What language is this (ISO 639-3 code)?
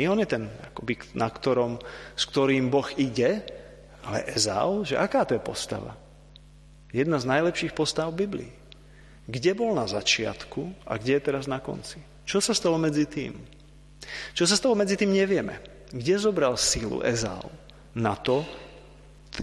slk